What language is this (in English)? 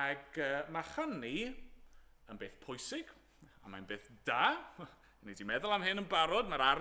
Welsh